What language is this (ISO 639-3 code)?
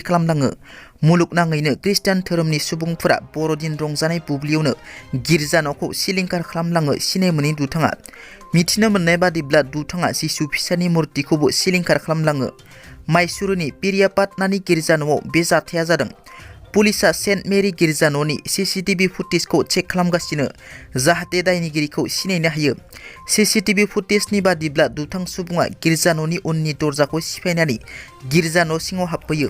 brx